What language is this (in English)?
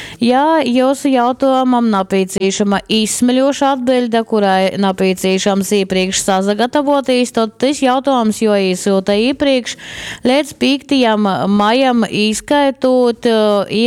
Latgalian